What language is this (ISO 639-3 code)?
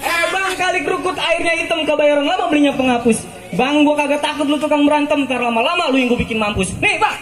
bew